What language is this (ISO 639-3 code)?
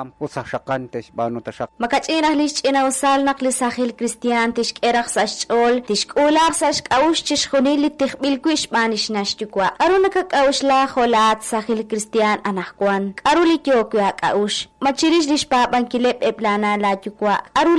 kek